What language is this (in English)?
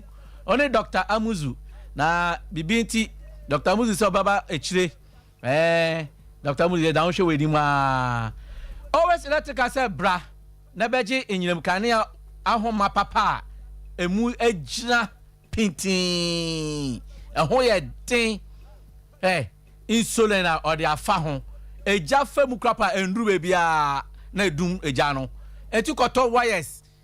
Akan